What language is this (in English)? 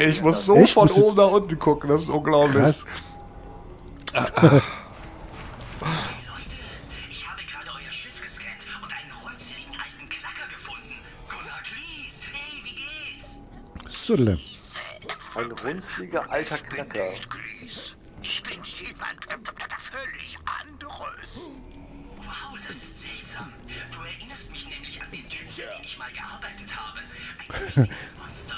German